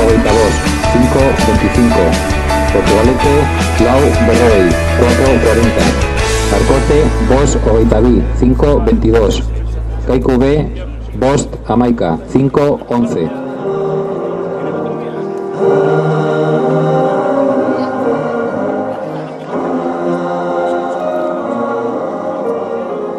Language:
Basque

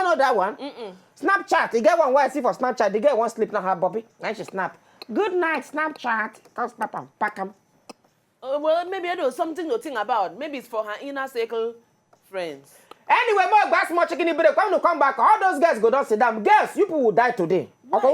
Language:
Nigerian Pidgin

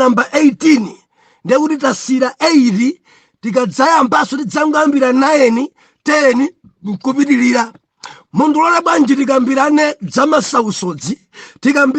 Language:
Nyanja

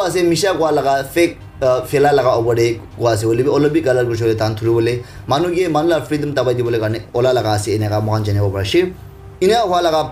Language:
Naga Pidgin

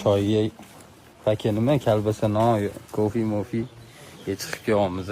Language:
Uzbek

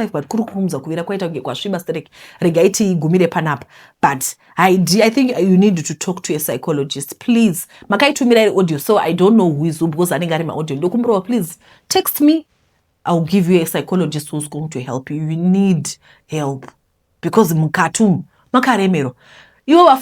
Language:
Shona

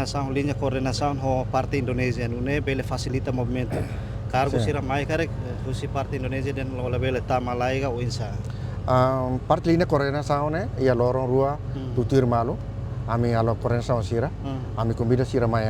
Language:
Tetum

